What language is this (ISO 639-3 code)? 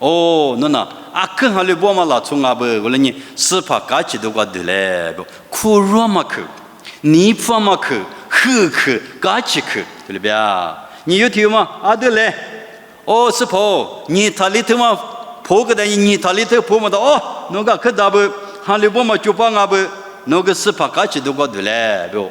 lis